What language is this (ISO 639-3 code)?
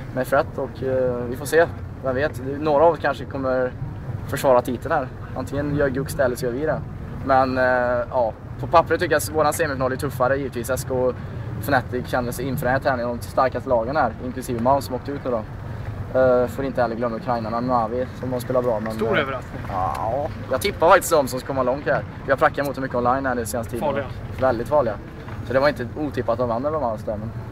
swe